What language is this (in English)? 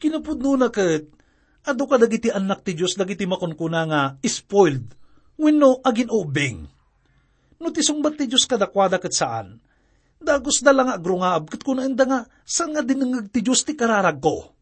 Iloko